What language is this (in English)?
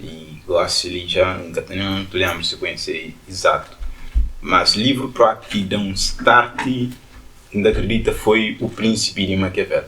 Kabuverdianu